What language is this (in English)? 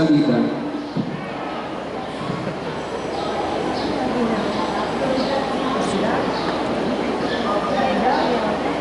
Filipino